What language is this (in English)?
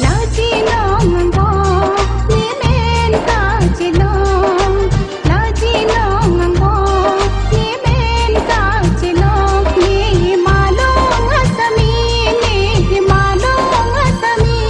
Karbi